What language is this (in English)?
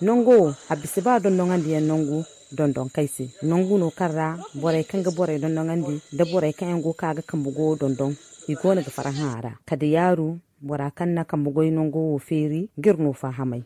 Zarma